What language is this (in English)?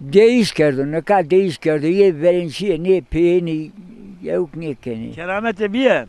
Zaza